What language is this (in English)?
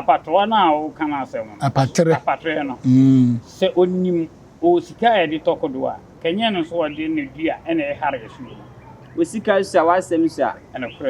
Akan